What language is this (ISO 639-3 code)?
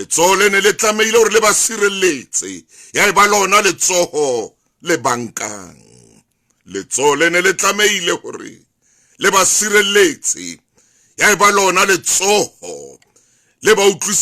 sot